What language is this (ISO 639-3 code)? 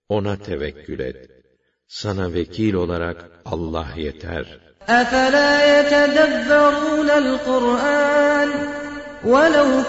tur